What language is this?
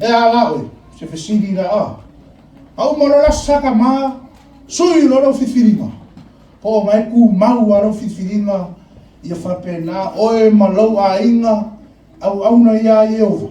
Samoan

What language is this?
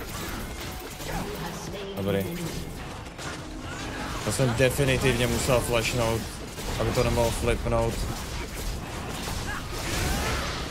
Czech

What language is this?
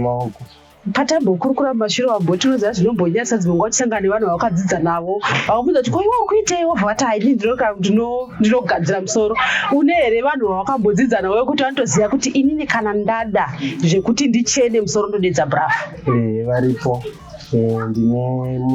Shona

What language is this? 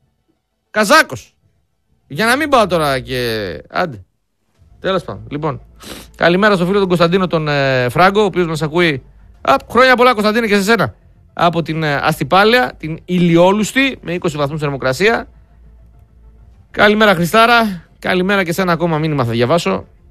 Greek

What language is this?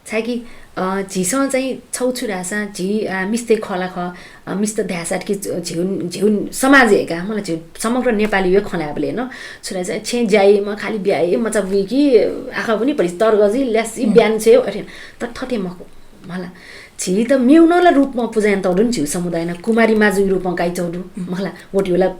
Newari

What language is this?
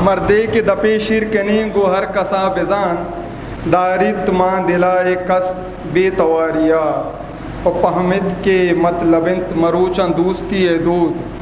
Eastern Balochi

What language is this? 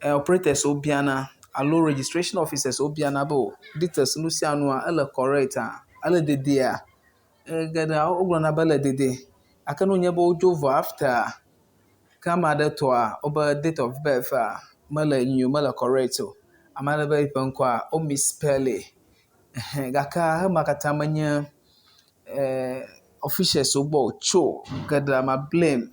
Ewe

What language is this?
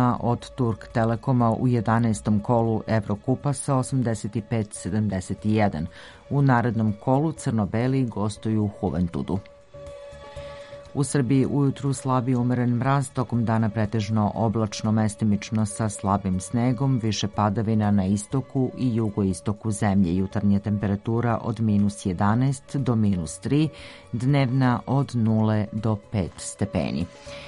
Serbian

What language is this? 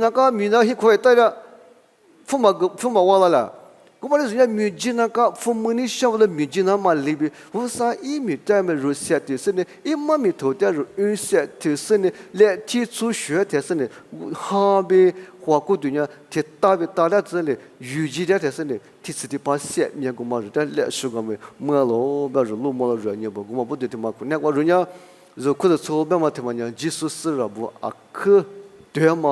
Lisu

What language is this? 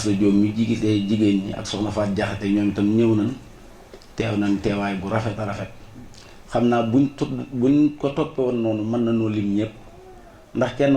Wolof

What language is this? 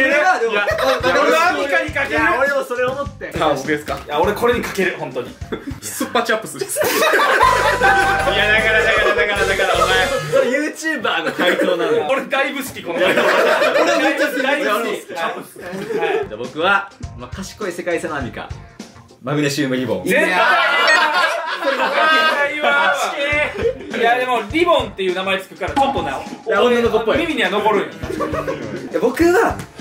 Japanese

